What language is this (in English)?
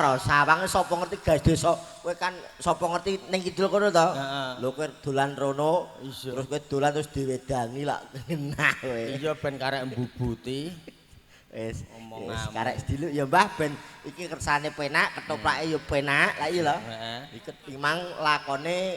Javanese